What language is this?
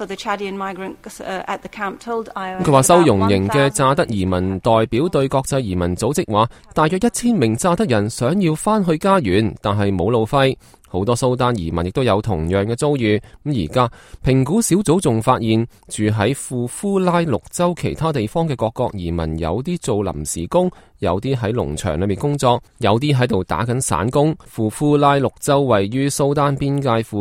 Cantonese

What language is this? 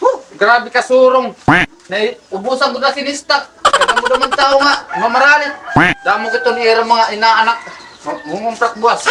Waray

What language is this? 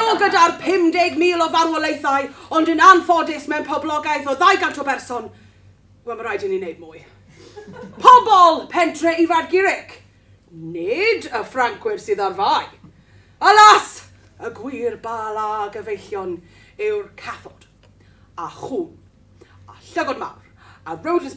Welsh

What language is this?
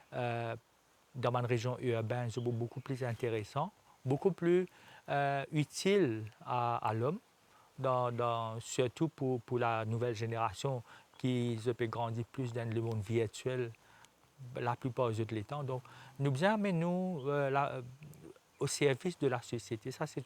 Morisyen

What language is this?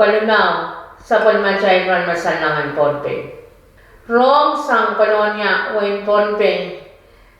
Pohnpeian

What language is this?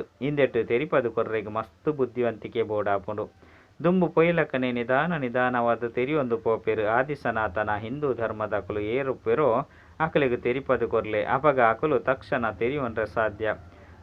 Tulu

